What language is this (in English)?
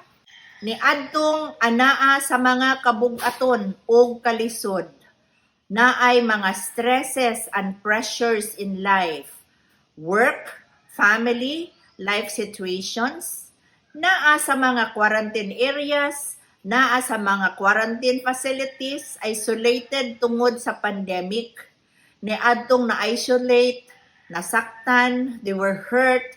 Cebuano